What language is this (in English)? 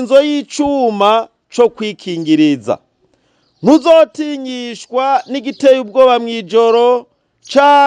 Rundi